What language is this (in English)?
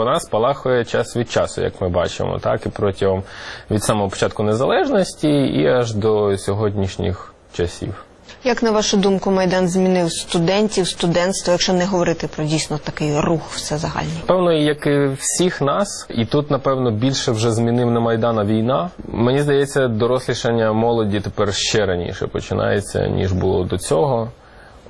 Ukrainian